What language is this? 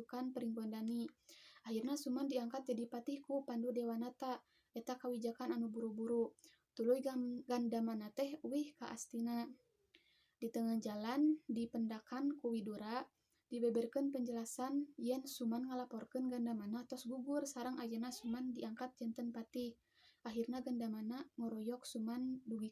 Sundanese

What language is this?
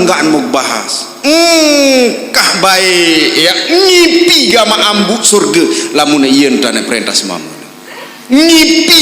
Sasak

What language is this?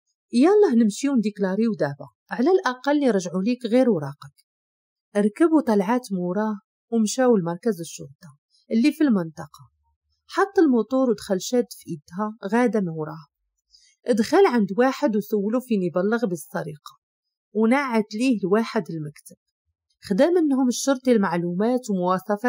Moroccan Arabic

